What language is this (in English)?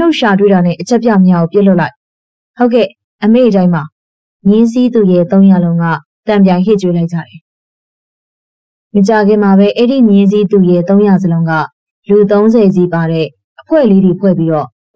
Burmese